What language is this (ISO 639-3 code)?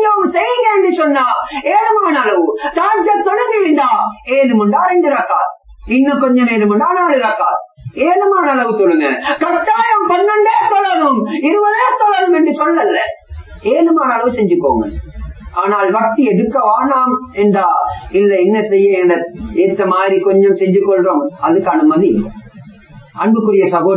tam